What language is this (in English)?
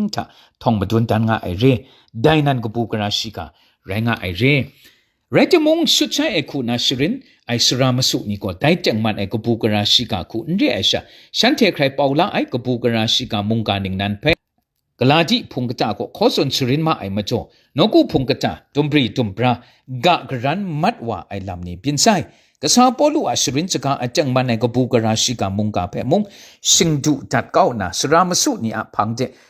Kachin